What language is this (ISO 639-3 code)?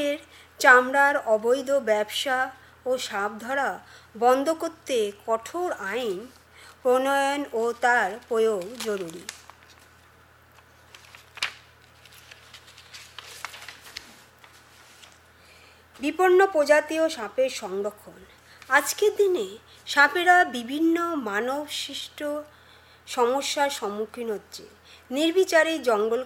ben